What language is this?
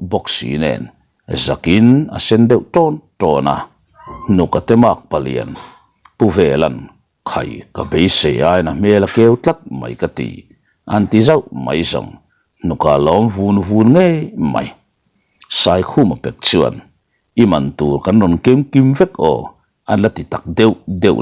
Mizo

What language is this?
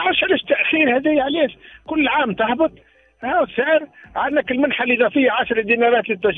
Tunisian Arabic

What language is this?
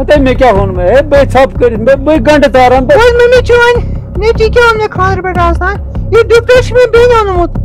Kashmiri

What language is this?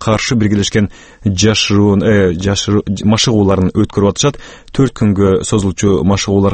Kyrgyz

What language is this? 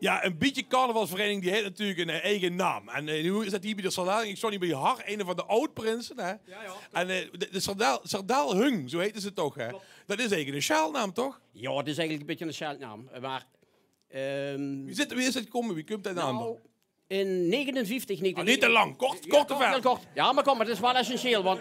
Limburgish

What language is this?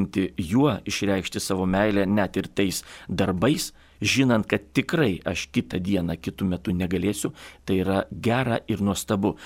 Lithuanian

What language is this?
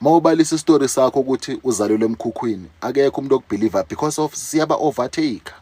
Zulu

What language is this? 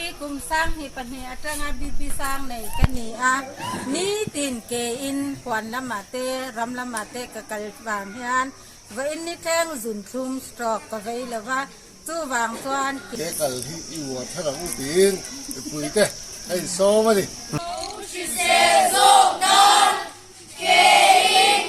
Mizo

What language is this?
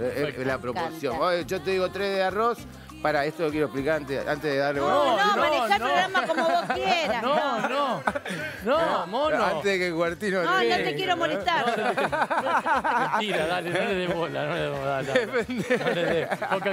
Spanish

